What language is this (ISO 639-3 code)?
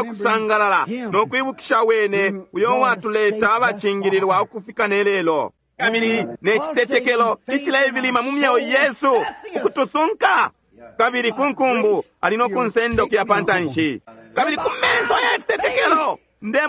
bem